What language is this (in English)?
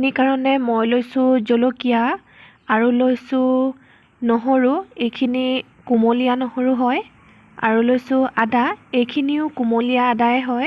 Assamese